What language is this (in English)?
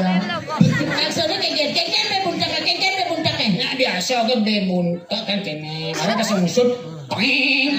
Balinese